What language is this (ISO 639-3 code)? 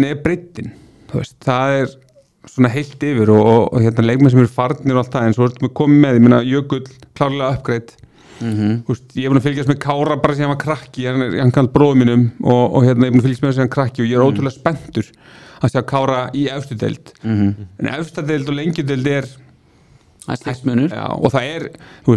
isl